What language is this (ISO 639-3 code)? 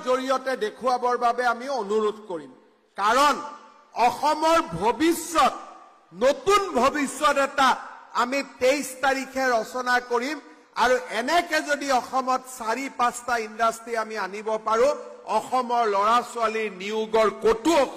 asm